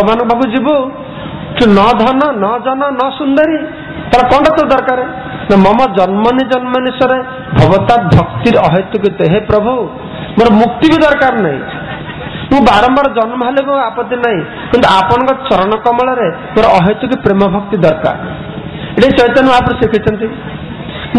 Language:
Odia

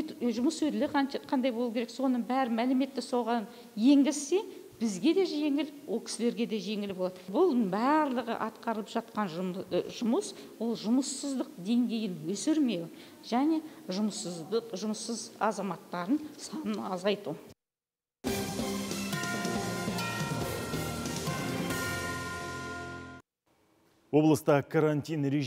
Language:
Kazakh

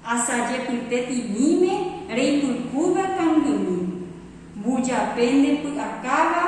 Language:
Guarani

